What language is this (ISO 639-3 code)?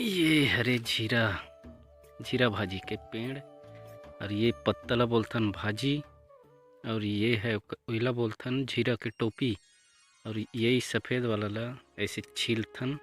hne